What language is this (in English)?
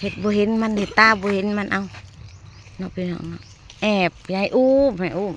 Northeastern Thai